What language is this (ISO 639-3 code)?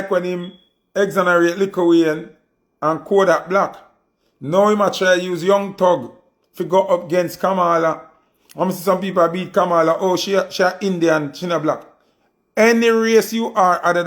jam